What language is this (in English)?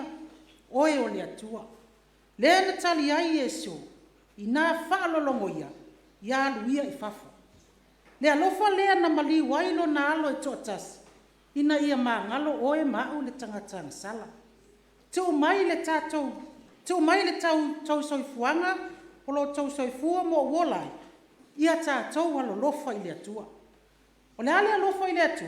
Samoan